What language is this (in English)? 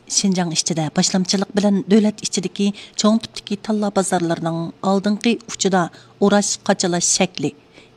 Uyghur